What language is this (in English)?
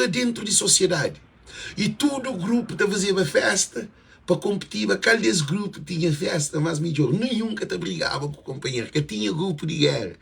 Kabuverdianu